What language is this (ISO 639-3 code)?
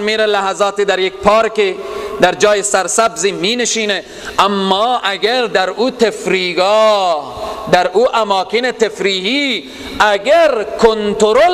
fas